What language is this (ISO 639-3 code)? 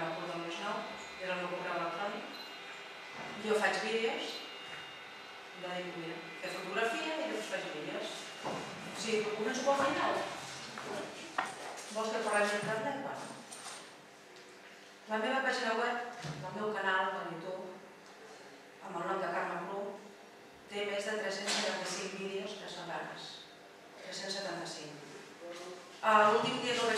cat